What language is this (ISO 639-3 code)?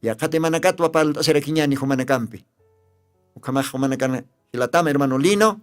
aym